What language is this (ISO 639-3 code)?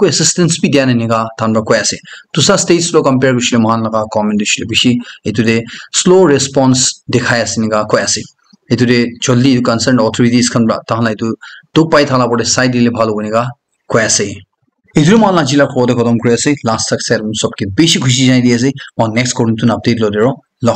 nag